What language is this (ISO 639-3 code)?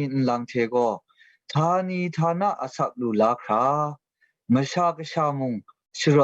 kac